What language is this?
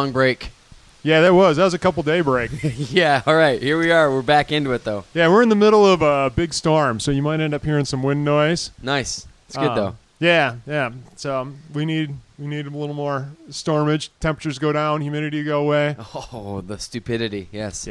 English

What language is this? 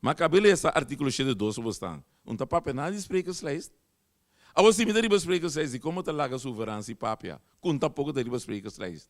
Papiamento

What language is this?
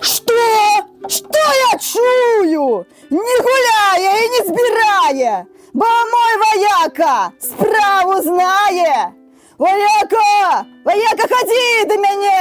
Belarusian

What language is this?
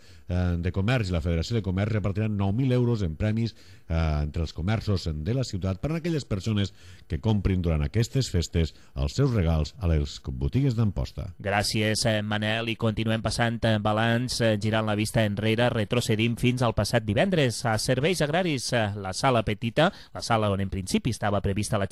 Catalan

